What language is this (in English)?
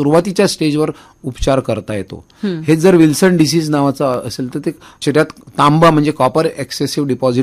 Marathi